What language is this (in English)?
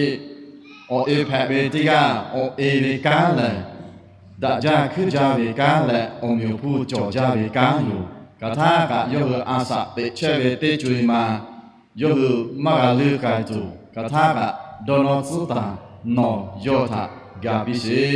Lahu